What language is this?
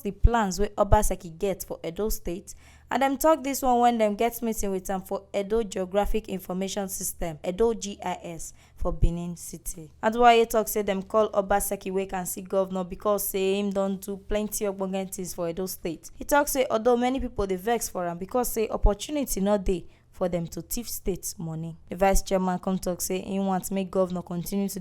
Nigerian Pidgin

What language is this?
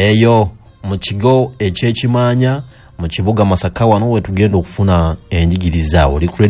Ganda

